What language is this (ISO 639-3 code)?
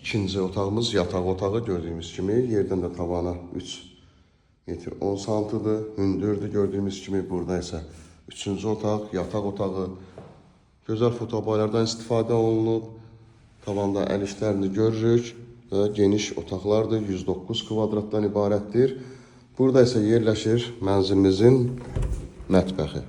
aze